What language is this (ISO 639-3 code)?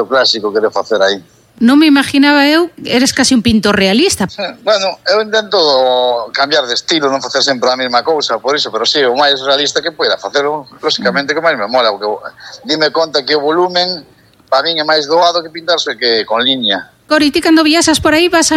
glg